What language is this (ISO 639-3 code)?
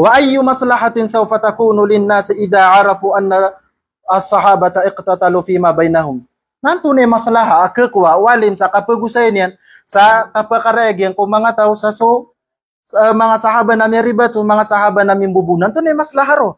mrw